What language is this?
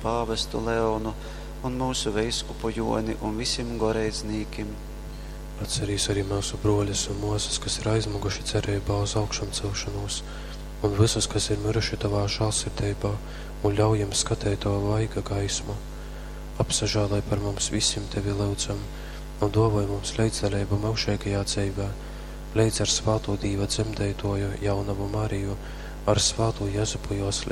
Latgalian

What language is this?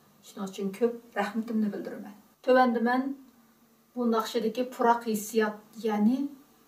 Uyghur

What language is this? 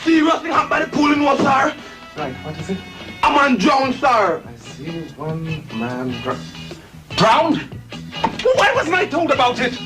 Jamaican Creole English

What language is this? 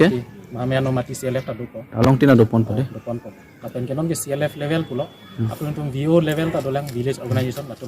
Karbi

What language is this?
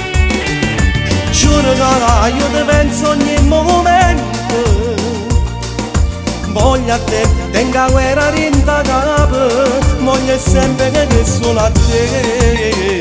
Italian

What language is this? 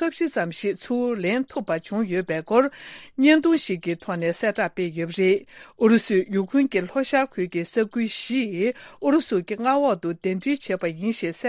Tibetan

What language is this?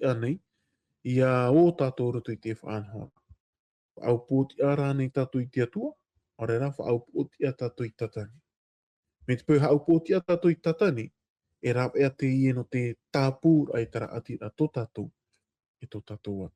Tahitian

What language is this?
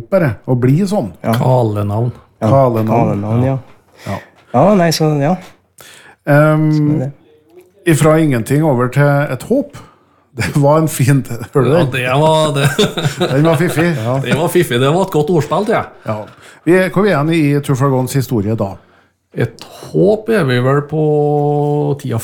Norwegian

